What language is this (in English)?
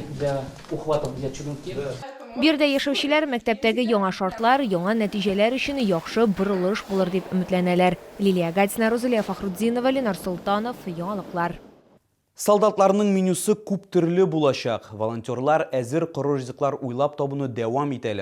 Tatar